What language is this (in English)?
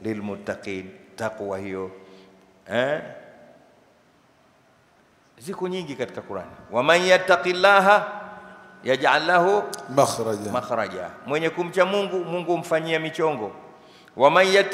Swahili